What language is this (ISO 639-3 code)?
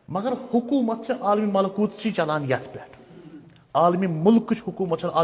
kas